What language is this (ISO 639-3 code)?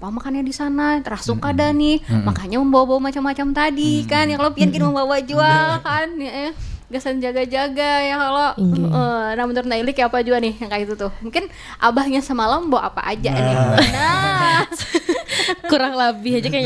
bjn